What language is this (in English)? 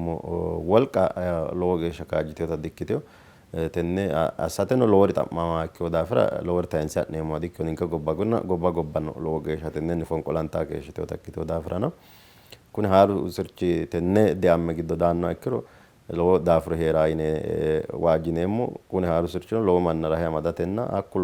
Sidamo